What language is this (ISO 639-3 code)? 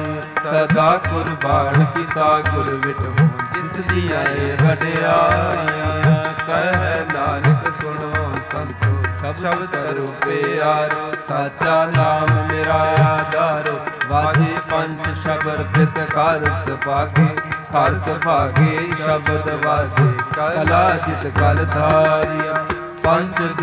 pan